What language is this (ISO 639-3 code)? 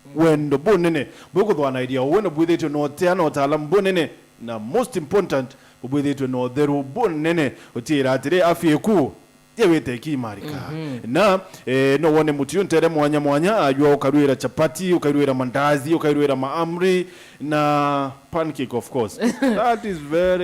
mer